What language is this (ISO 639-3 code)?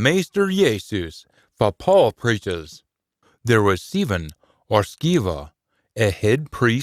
sco